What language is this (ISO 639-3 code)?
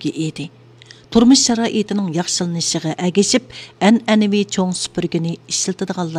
uig